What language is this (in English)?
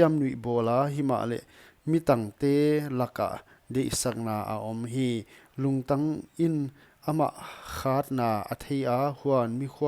Paite Chin